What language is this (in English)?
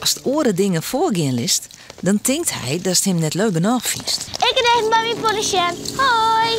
Western Frisian